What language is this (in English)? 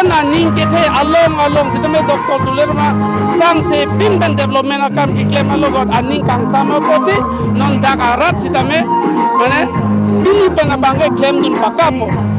Karbi